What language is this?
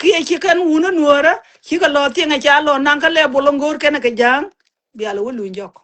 Nuer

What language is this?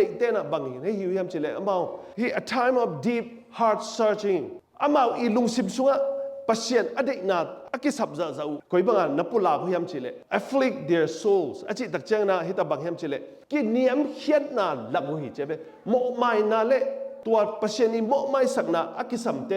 Tedim Chin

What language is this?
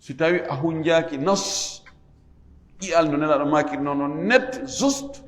Fula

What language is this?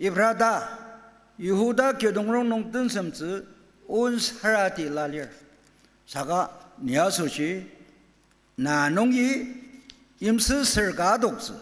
Ao Naga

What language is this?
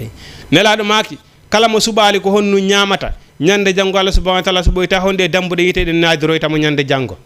Fula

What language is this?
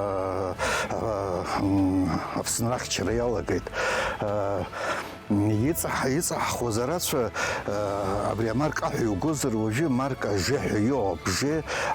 Abkhazian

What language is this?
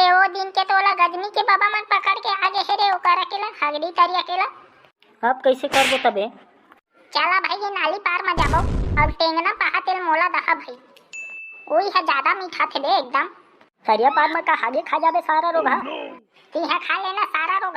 Chhattisgarhi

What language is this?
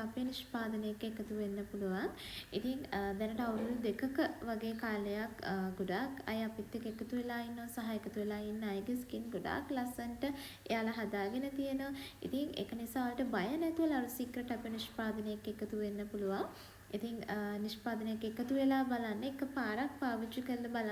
Sinhala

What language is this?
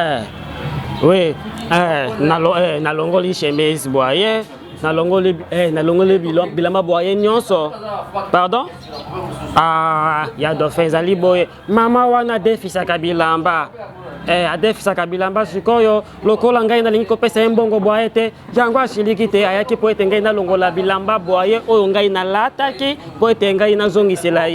Lingala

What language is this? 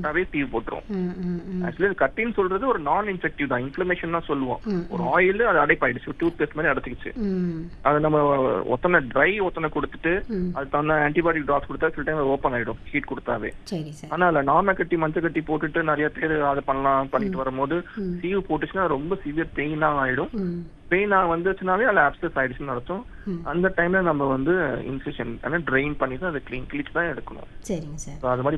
Tamil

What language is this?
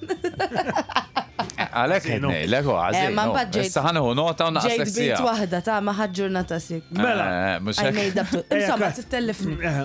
Maltese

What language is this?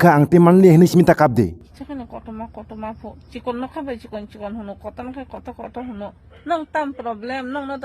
Kok Borok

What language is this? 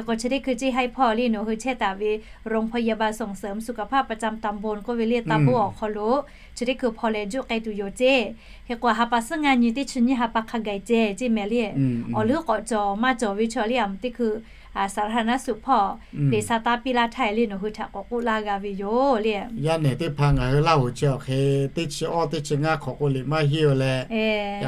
Lahu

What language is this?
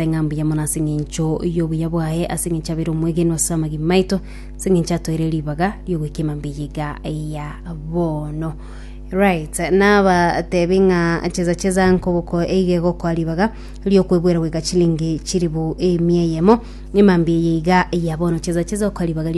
Gusii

